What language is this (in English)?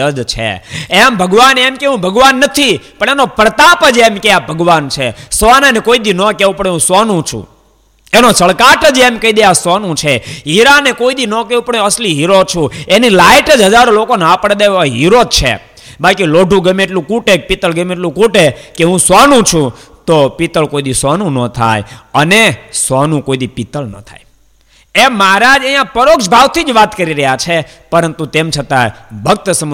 Gujarati